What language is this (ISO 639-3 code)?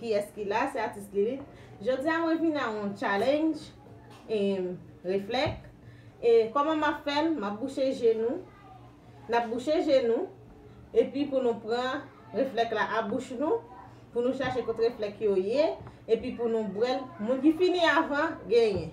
hat